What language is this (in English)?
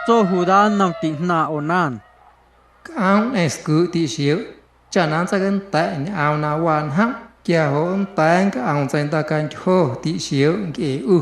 Guerrero Amuzgo